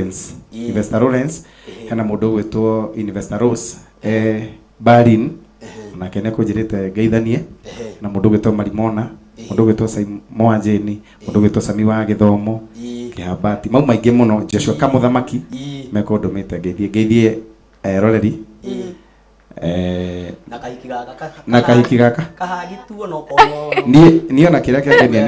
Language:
Kikuyu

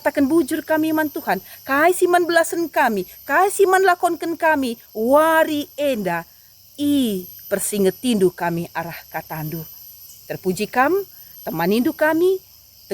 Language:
Batak Karo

